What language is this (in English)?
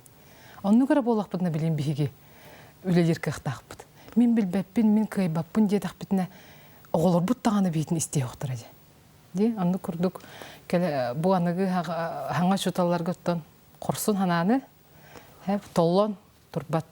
Yakut